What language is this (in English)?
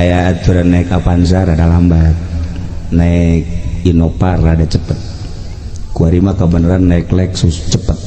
Sundanese